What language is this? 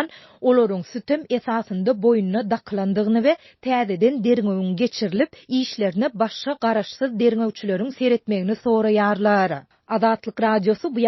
Turkmen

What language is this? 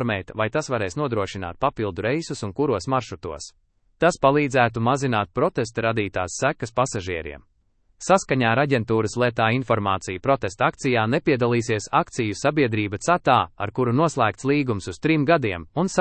Latvian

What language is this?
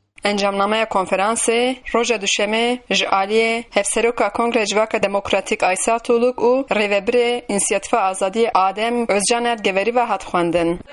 Kurdish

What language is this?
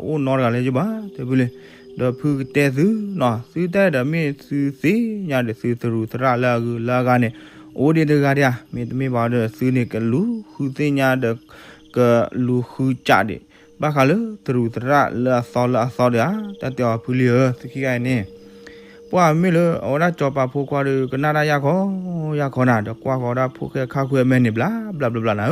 S'gaw Karen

